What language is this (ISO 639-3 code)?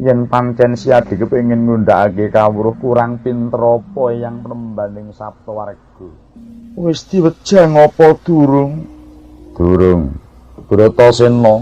jav